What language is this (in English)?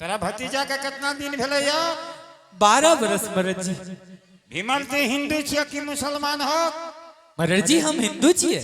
Angika